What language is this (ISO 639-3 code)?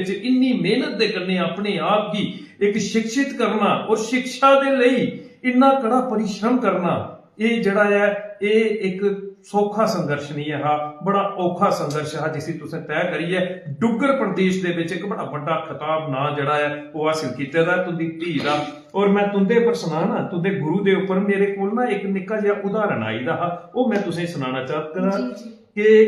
doi